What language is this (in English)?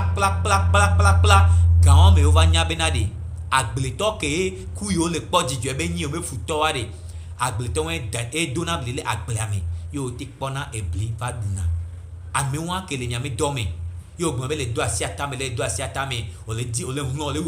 Gen